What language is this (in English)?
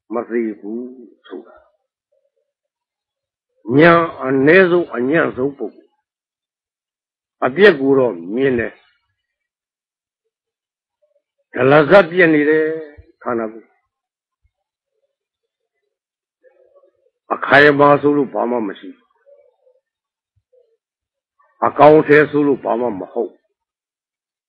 Burmese